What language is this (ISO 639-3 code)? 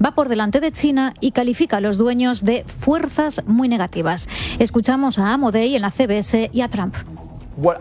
spa